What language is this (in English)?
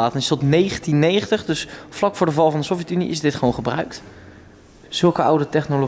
Dutch